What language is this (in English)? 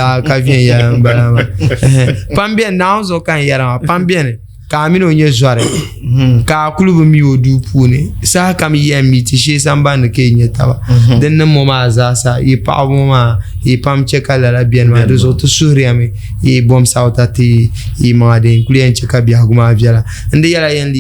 Dagbani